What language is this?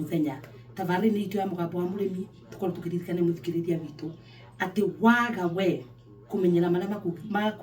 Kikuyu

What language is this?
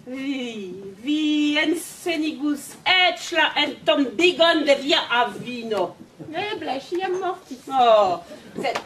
Esperanto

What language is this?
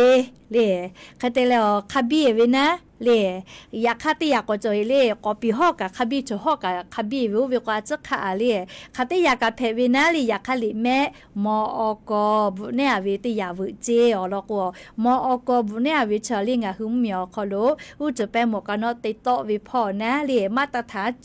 Lahu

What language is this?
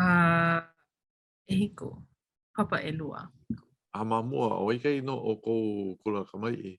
Hawaiian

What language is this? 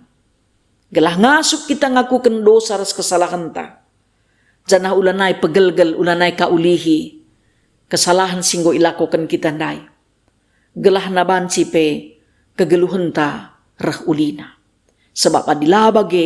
Batak Karo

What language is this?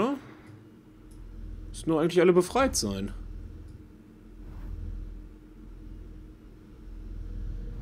German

